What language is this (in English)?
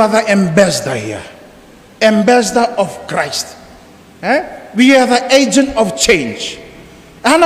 Fijian